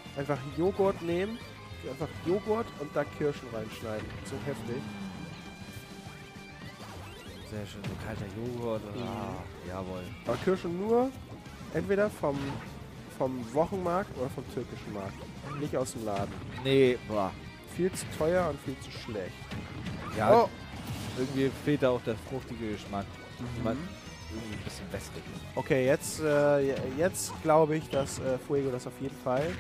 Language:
German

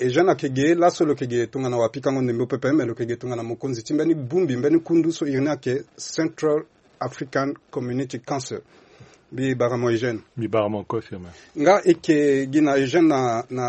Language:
Sango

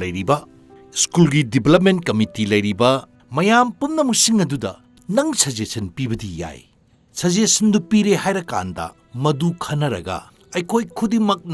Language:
Manipuri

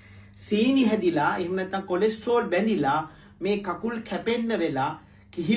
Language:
Sinhala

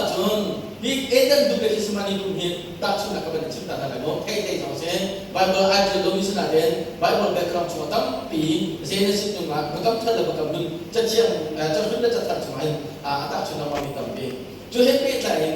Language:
Hakha Chin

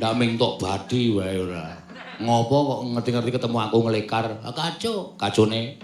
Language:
Javanese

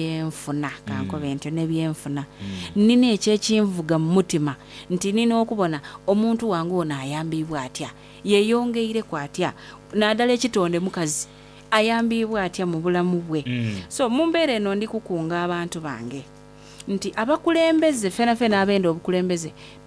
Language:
Soga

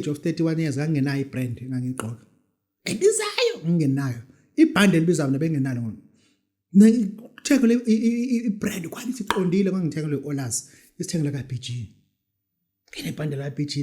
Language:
Zulu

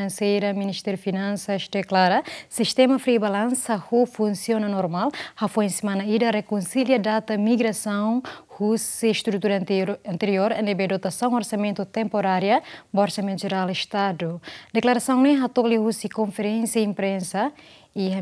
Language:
Tetum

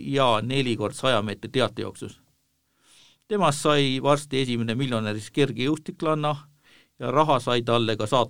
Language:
Estonian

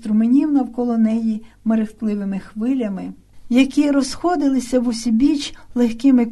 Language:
Ukrainian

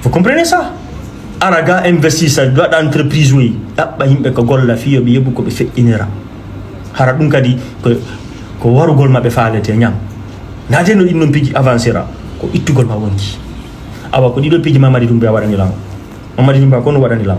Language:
Fula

